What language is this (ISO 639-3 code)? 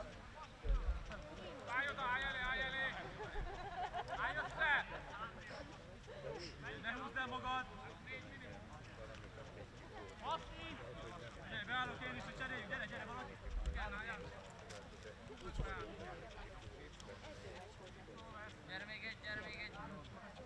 hun